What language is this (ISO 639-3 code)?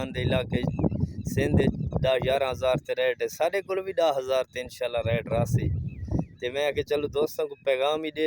skr